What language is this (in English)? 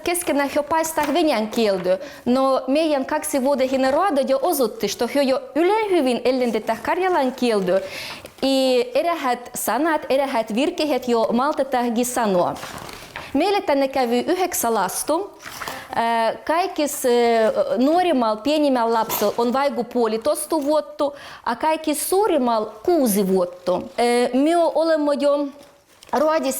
Livvi